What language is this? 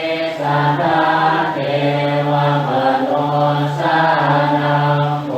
Pali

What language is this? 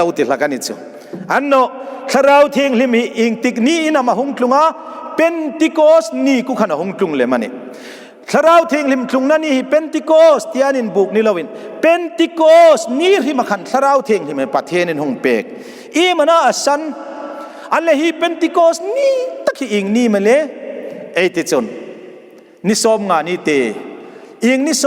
Hmar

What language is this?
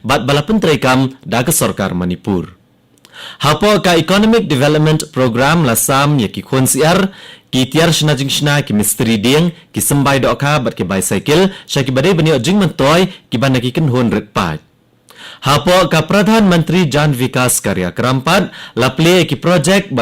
Khasi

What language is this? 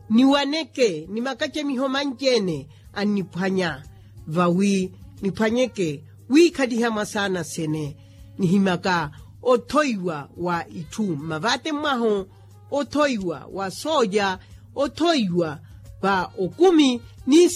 Makhuwa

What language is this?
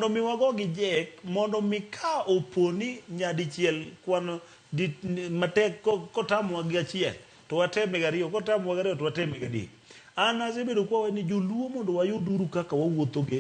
Luo (Kenya and Tanzania)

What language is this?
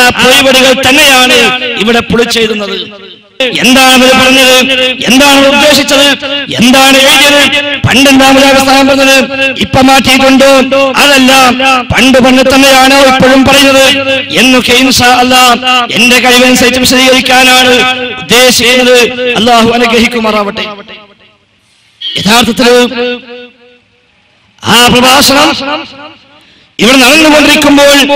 Malayalam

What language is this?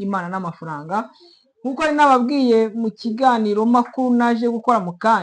Kinyarwanda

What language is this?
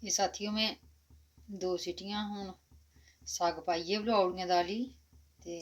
Dogri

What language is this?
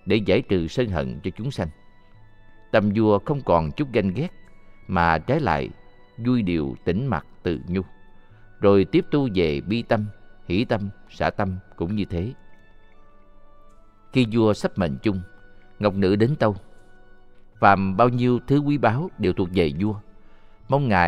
Vietnamese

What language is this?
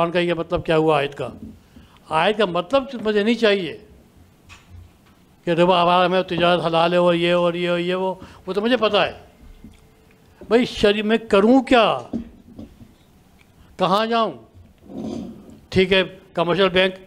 Urdu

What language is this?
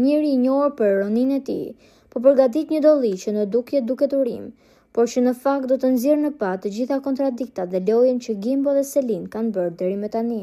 Albanian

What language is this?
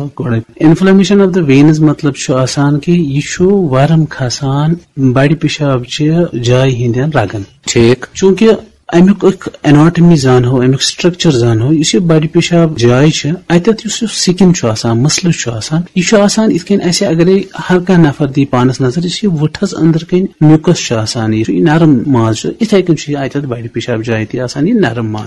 Kashmiri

